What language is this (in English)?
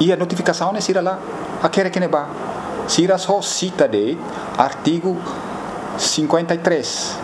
Tetum